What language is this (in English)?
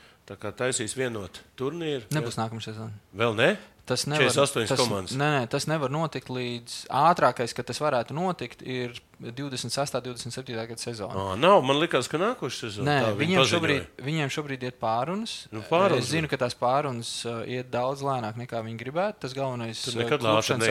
Latvian